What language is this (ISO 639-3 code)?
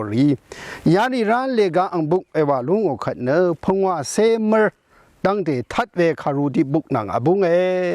raw